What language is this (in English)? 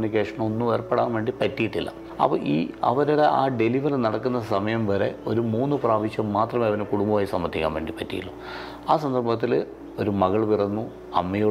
Malayalam